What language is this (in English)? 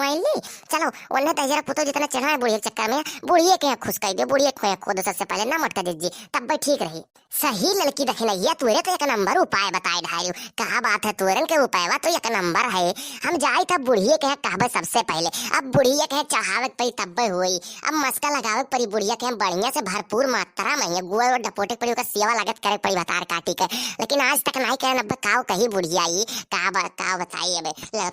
Awadhi